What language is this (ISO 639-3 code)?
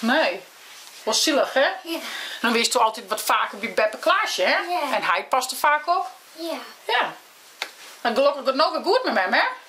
fry